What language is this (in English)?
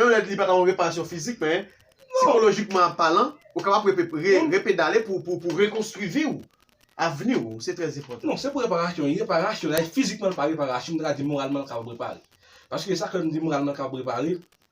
Haitian Creole